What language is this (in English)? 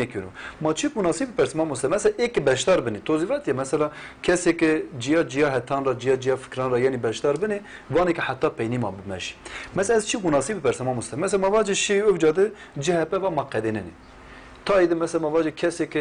Zaza